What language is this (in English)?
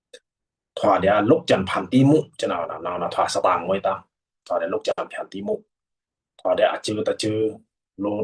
Pa'o Karen